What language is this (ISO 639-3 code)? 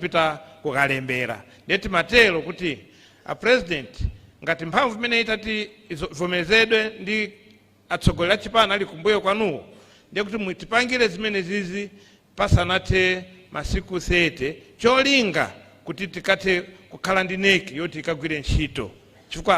nya